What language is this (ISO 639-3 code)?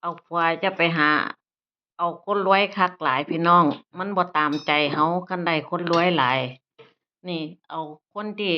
tts